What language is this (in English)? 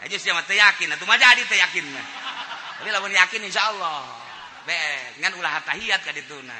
Sundanese